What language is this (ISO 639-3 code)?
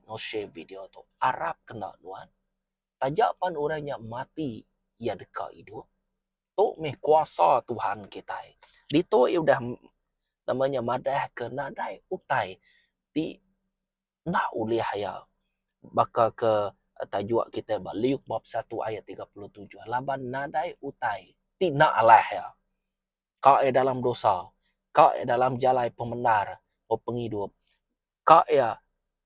iba